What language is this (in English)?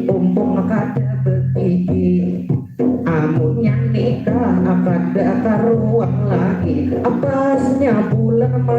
Banjar